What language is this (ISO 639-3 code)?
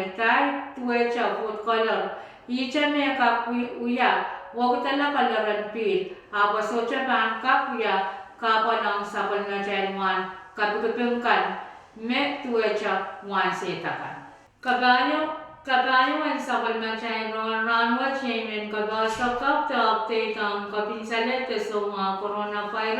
pon